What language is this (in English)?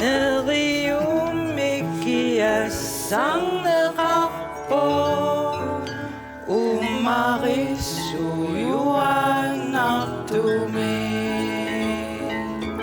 Kalaallisut